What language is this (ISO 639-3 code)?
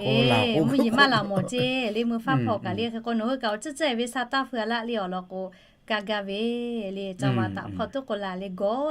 lhu